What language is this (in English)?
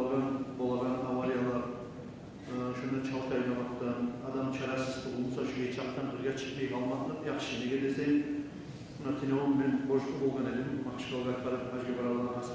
Kumyk